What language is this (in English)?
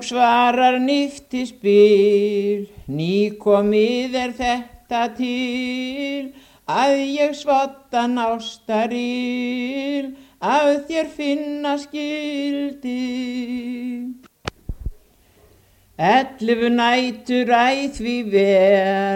Icelandic